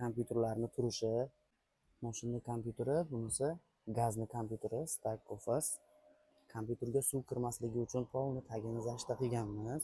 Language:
Uzbek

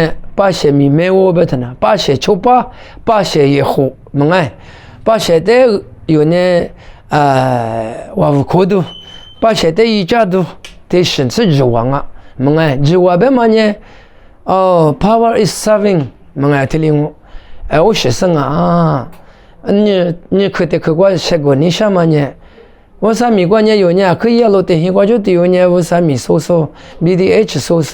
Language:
Lisu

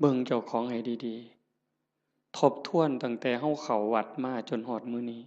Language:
Northeastern Thai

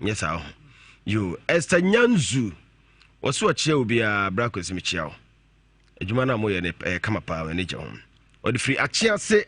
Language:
Akan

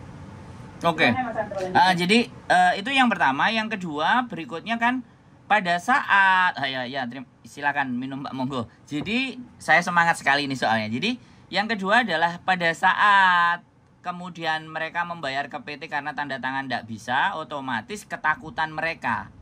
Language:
Indonesian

